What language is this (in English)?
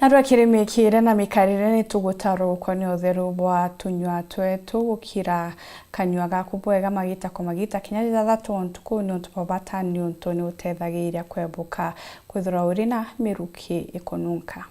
Meru